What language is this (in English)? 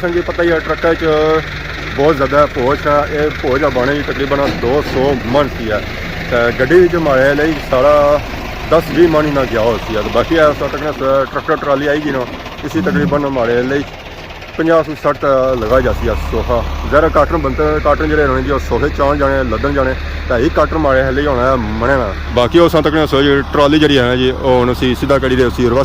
Pahari-Potwari